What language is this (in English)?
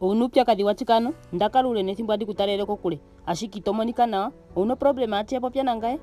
Ndonga